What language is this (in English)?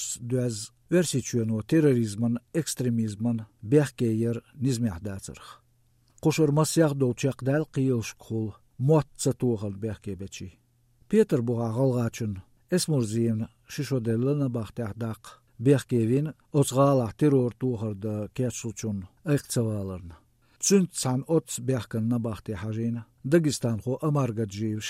Chechen